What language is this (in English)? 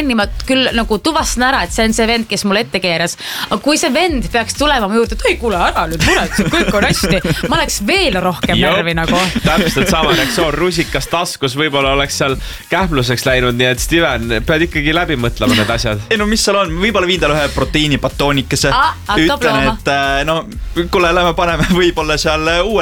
Estonian